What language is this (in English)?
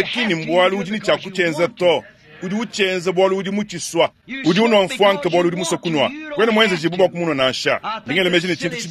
Luba-Lulua